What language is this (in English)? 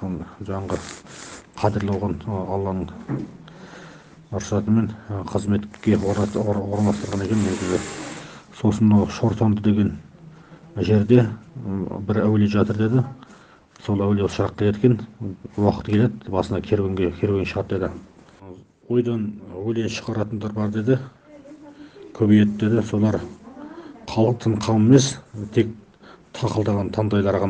Kazakh